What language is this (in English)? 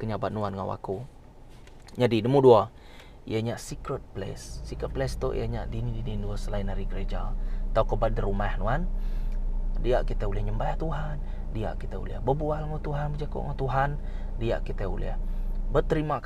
Iban